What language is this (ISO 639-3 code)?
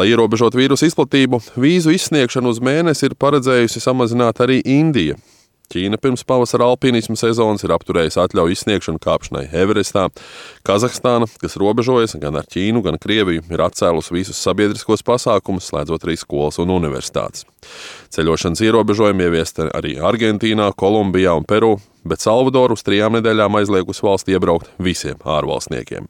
lav